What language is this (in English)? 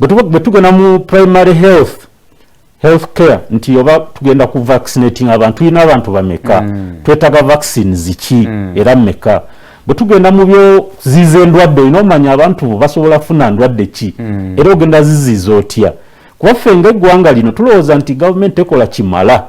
Ganda